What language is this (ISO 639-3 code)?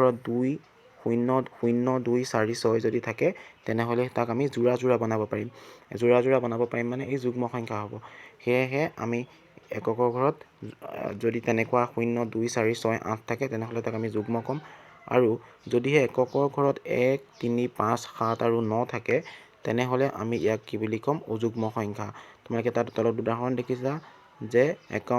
asm